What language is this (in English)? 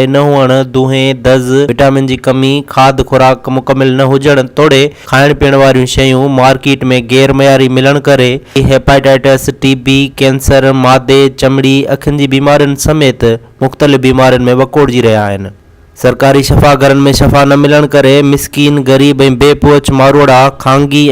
Sindhi